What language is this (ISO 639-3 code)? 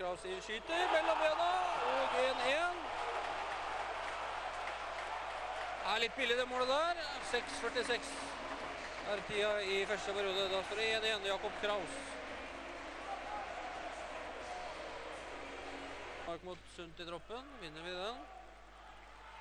nor